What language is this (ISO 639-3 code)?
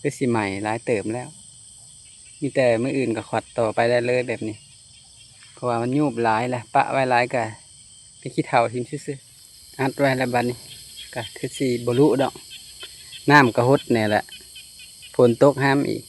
lao